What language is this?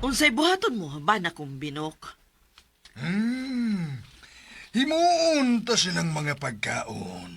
Cebuano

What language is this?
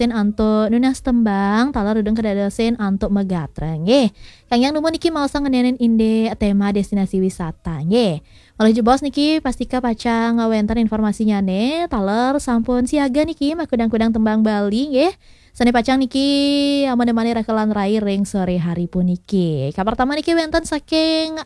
Balinese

